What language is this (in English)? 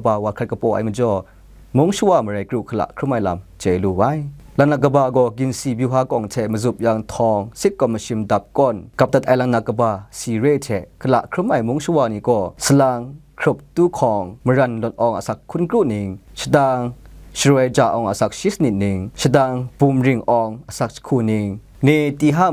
Kachin